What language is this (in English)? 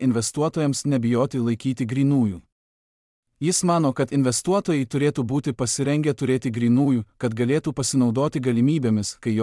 Lithuanian